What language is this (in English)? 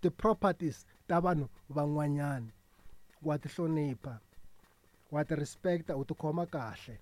Tsonga